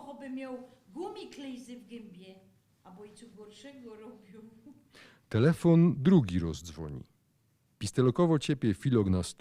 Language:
Silesian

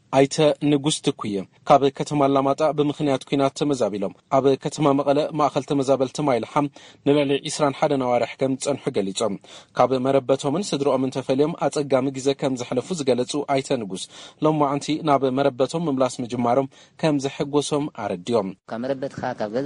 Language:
Tigrinya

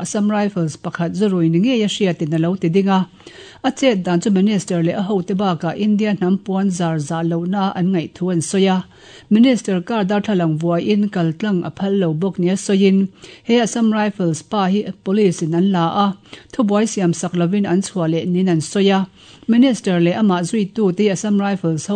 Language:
Mizo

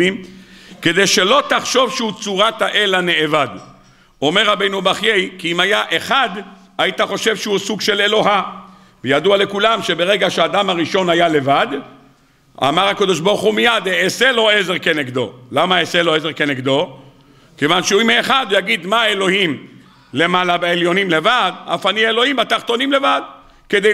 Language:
Hebrew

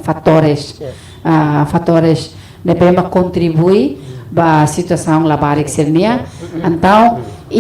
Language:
Tetum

